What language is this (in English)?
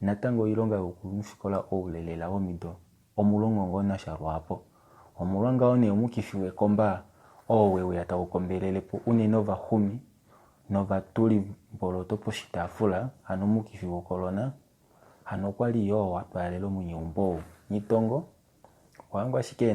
Kuanyama